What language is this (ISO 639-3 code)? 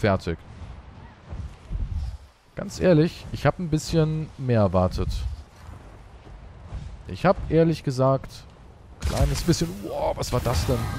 deu